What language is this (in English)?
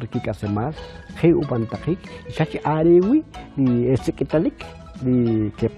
Kʼicheʼ